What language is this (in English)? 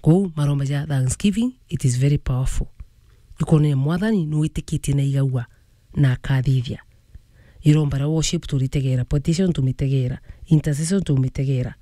Meru